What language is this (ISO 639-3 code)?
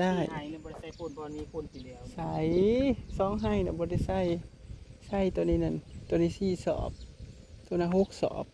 tts